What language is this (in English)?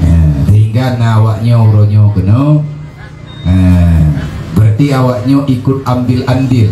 Achinese